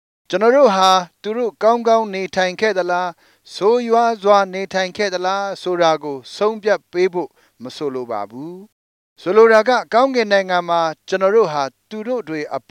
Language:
Burmese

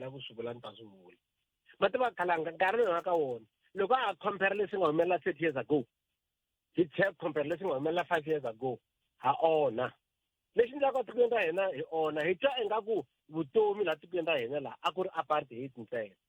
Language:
Tsonga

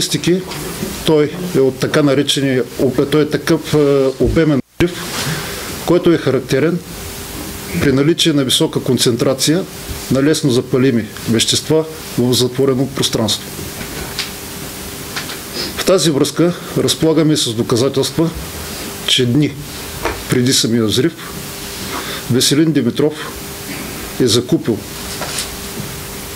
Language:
Bulgarian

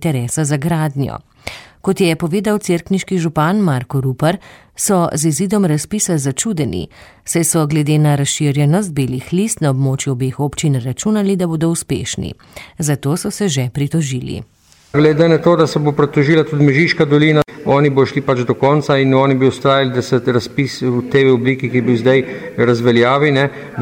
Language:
Slovenian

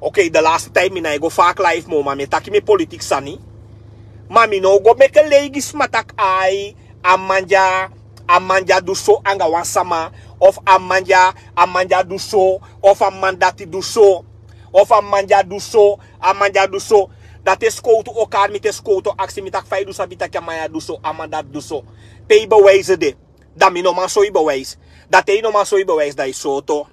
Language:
Sranan Tongo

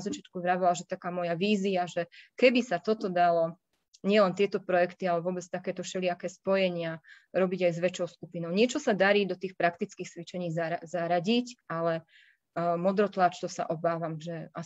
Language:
Slovak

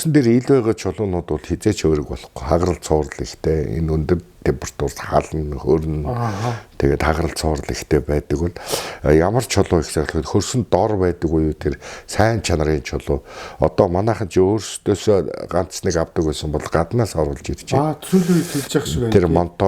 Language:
Mongolian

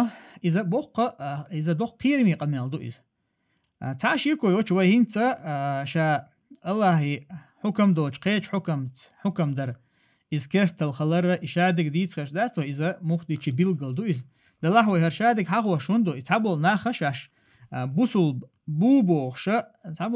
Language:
Chechen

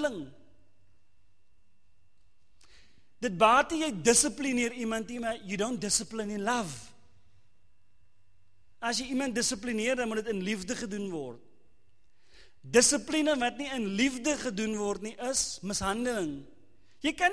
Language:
Afrikaans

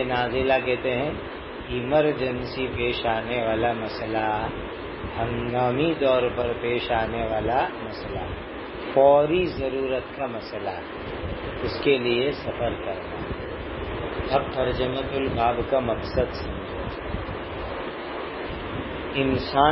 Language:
Urdu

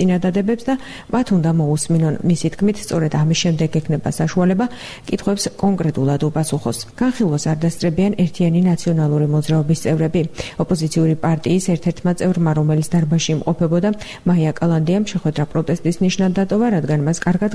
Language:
Georgian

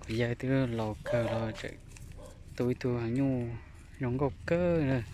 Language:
Hmong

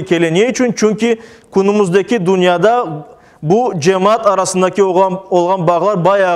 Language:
Crimean Tatar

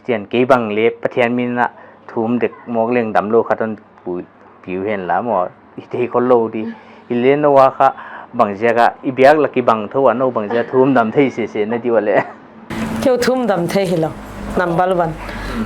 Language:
Paite Chin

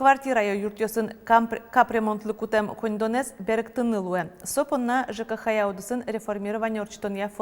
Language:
Udmurt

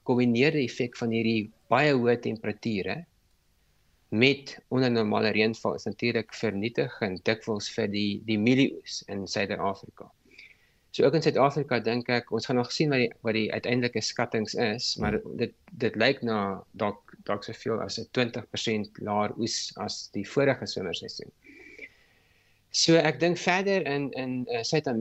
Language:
Afrikaans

